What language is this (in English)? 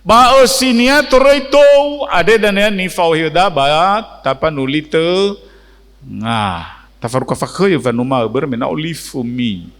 Nias